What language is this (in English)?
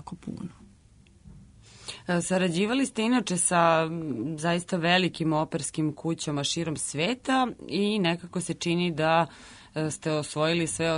Serbian